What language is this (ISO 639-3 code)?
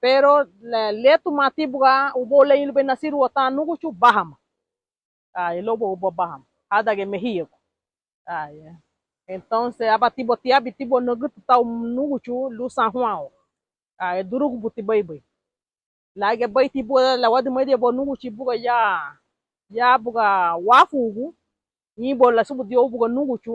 cab